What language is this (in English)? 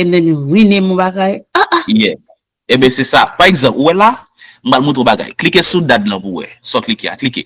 Haitian Creole